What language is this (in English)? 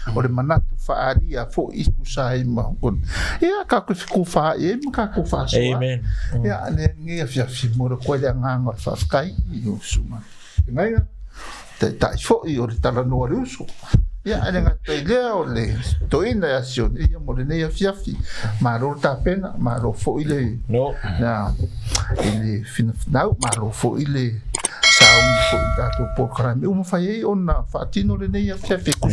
Samoan